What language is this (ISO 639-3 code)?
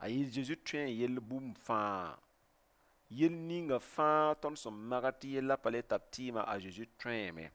mos